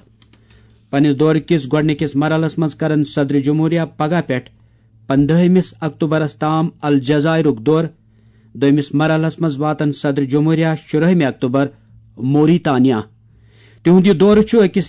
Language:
Kashmiri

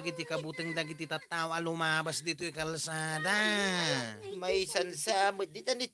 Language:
Iloko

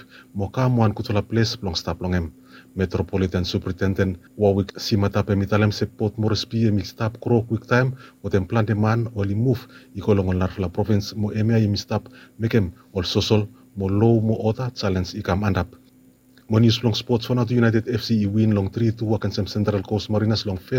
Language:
Bislama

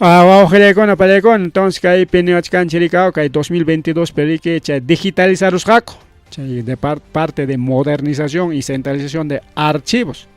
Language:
Ayacucho Quechua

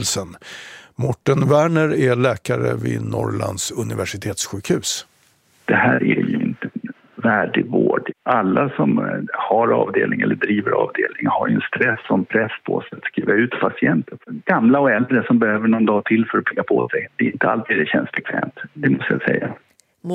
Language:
Swedish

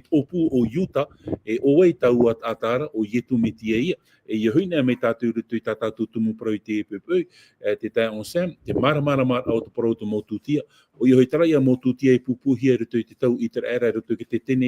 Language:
Tahitian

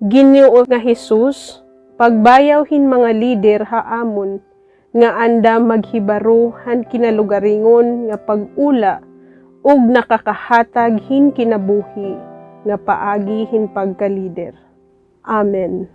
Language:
Waray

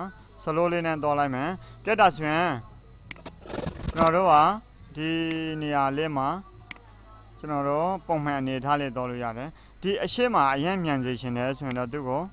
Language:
Burmese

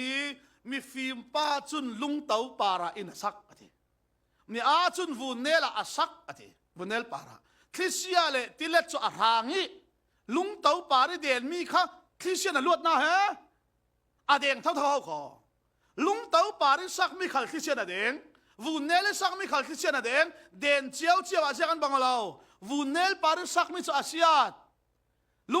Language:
Falam Chin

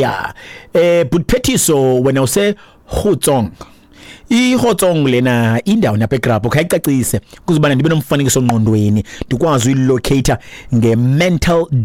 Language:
Xhosa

